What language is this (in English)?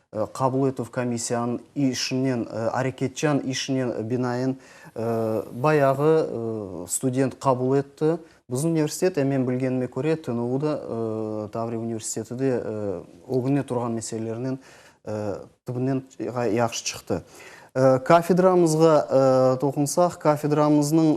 Crimean Tatar